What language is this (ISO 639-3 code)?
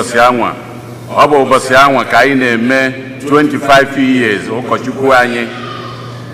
ibo